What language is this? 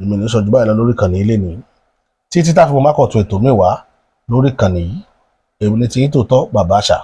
Yoruba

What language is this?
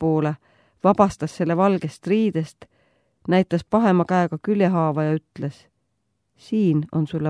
Estonian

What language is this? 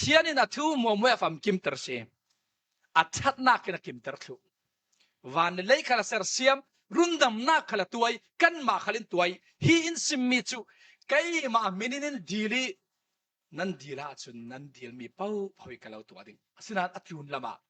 Falam Chin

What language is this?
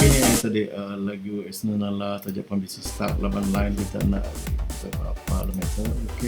Iban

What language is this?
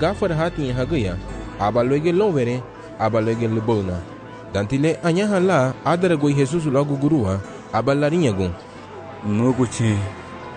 Garifuna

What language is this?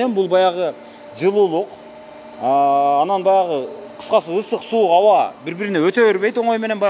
Kyrgyz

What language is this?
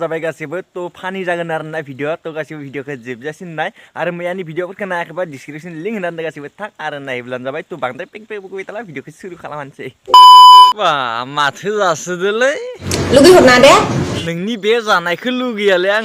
Bodo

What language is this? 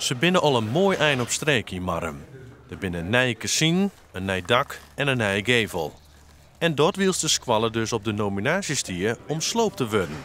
Western Frisian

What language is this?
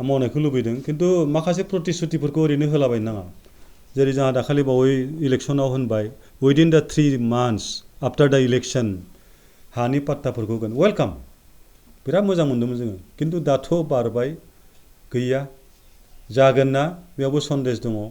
Bodo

